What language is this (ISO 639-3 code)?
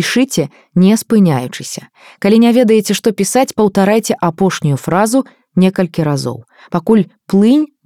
bel